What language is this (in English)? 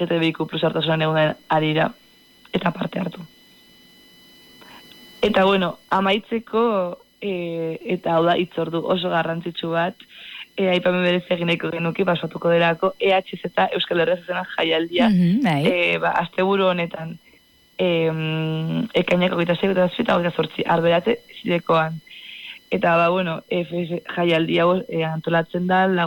Basque